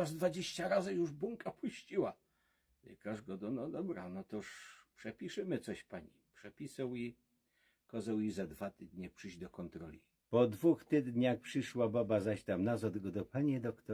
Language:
Silesian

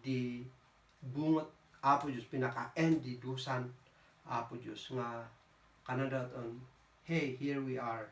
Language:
Kankanaey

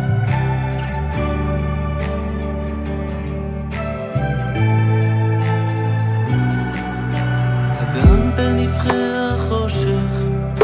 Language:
Hebrew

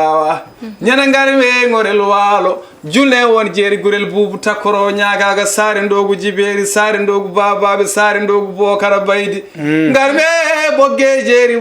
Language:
Fula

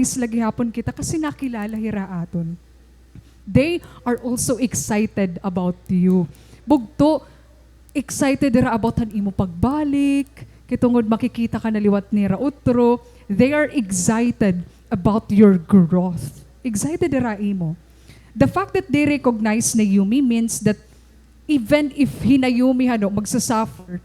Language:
Waray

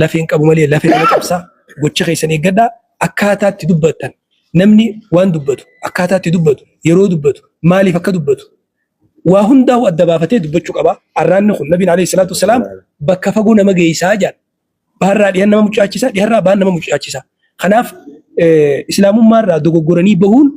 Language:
Oromo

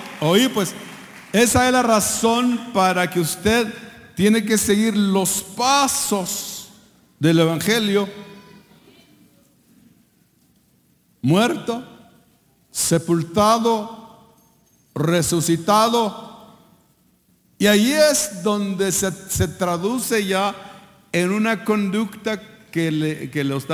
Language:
Spanish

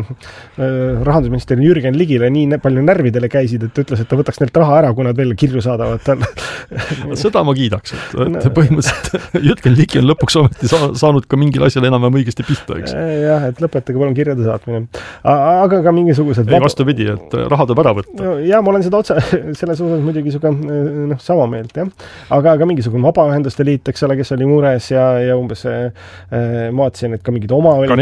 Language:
Estonian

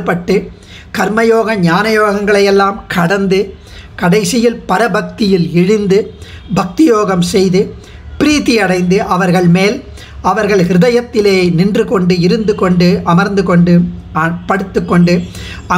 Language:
Tamil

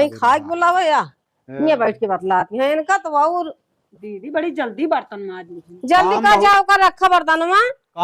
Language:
Awadhi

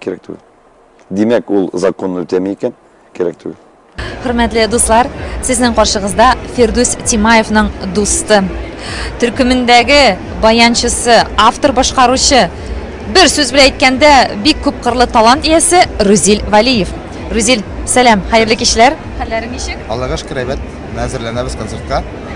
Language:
Tatar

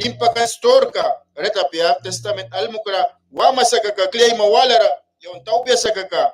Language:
Mískito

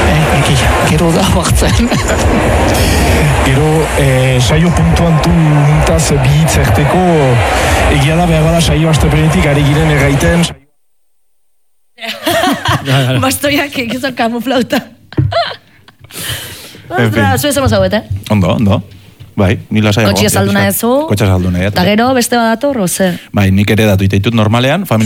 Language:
Basque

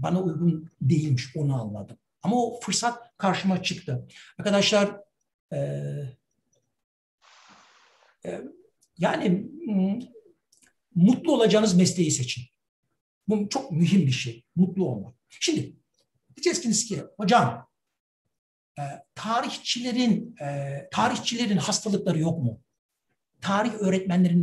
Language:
Turkish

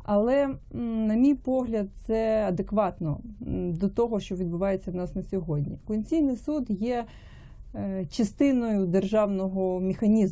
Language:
Ukrainian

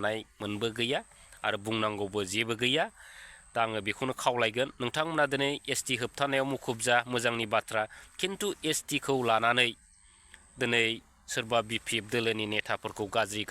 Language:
Bodo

